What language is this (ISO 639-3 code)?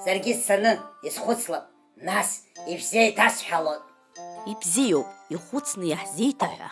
abk